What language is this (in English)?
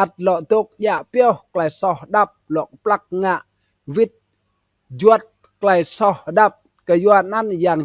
Rade